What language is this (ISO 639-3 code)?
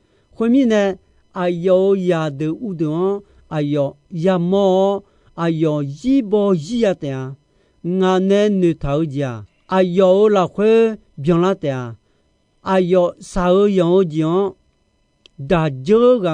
ahk